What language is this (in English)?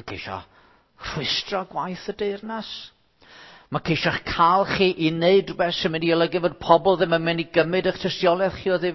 Welsh